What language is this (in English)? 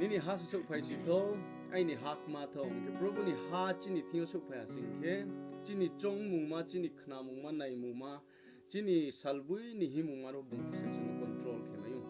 Riang (India)